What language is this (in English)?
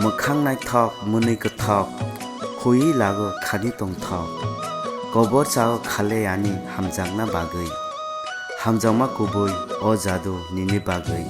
Kok Borok